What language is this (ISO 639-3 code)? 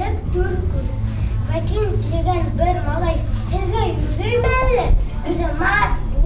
bak